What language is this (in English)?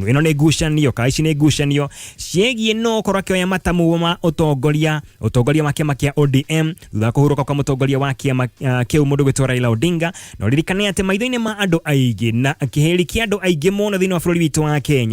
Kikuyu